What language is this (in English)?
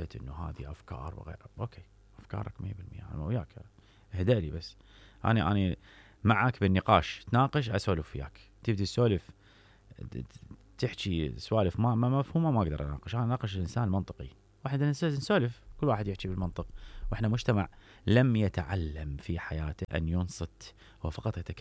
Mesopotamian Arabic